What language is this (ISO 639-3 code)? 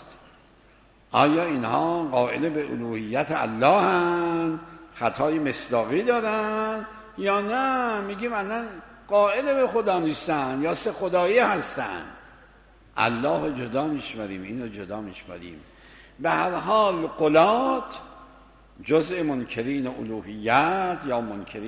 fas